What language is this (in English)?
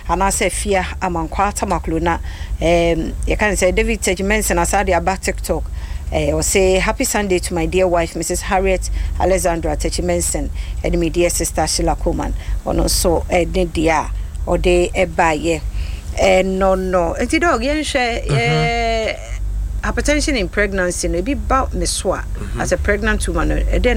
Akan